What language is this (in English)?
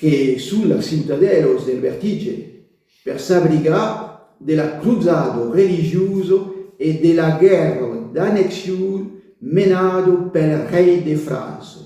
Occitan